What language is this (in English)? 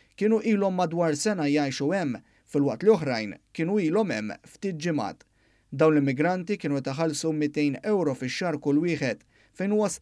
Maltese